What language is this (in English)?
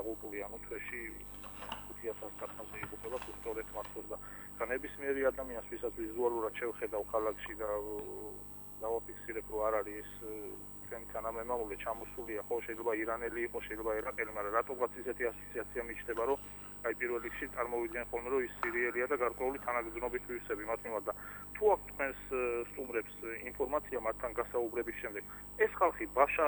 Georgian